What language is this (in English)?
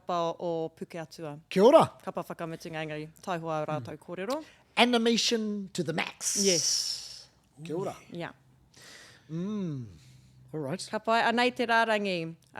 Māori